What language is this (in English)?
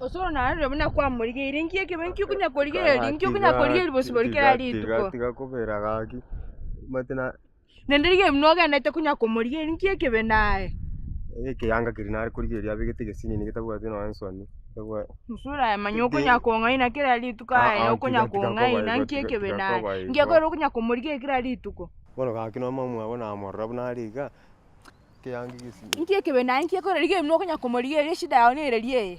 Gusii